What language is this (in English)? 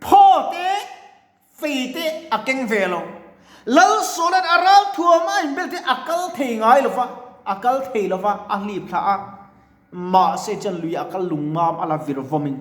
Mizo